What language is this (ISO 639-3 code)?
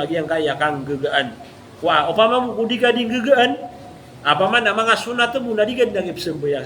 mrw